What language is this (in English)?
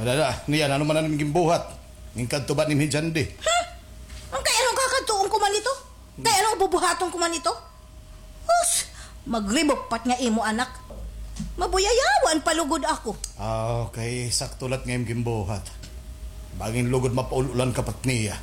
Waray